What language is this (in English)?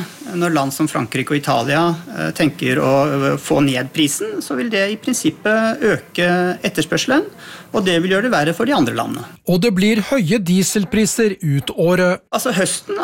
Norwegian